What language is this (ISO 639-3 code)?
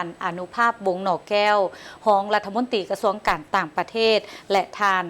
lao